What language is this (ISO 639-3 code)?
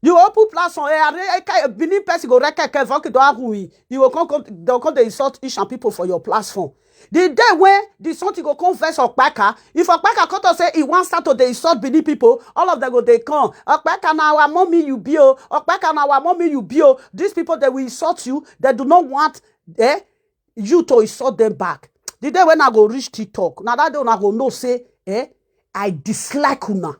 pcm